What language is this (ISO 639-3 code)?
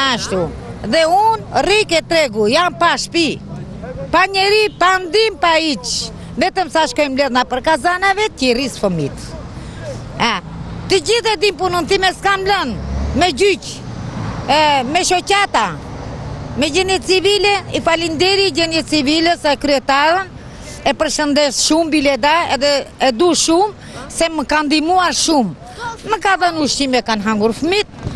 sqi